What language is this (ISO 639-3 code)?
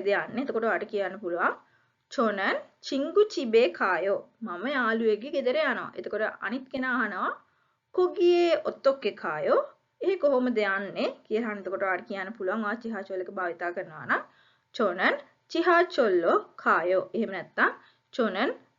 sin